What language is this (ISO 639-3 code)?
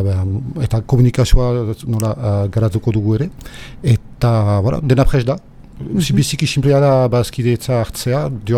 eus